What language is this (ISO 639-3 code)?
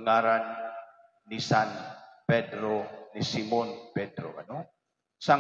war